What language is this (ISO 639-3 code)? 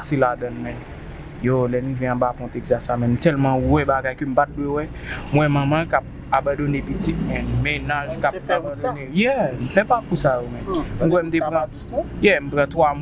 hat